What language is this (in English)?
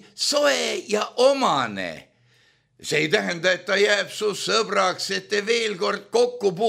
Estonian